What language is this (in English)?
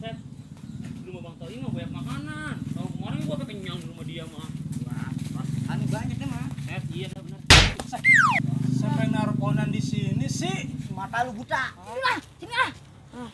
Betawi